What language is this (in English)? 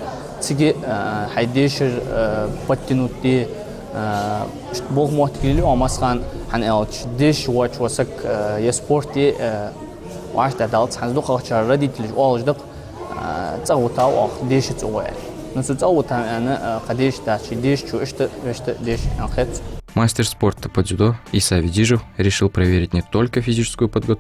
Ingush